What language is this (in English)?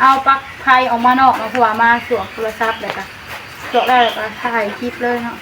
Northeastern Thai